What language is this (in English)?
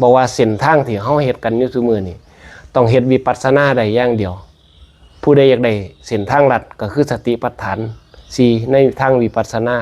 Northeastern Thai